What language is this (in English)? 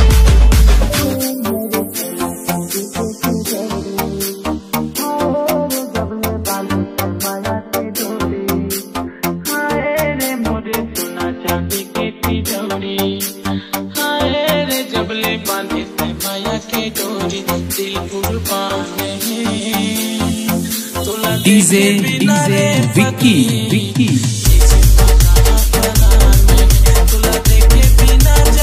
Chhattisgarhi